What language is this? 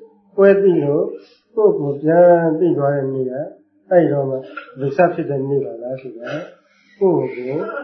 Burmese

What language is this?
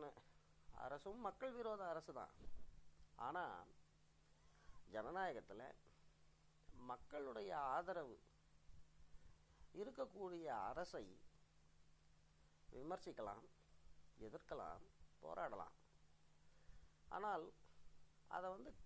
Tamil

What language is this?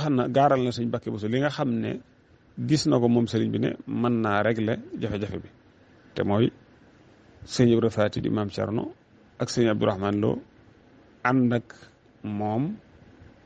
Wolof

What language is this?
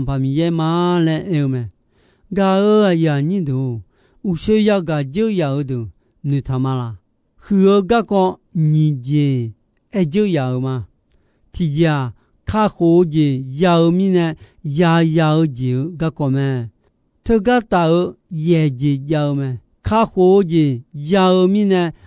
Akha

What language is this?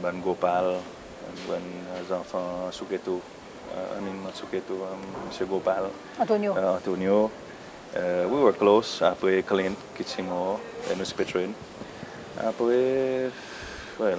Seselwa Creole French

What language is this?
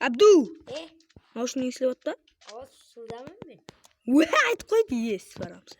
Kara-Kalpak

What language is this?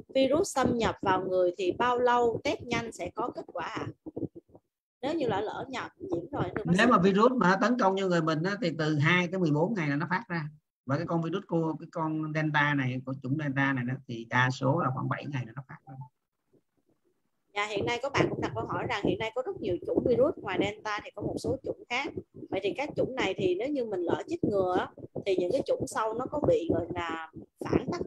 Vietnamese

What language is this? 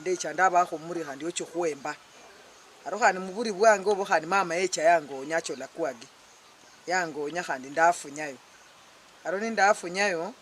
Luyia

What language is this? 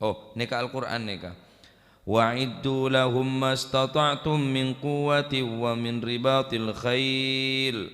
Madurese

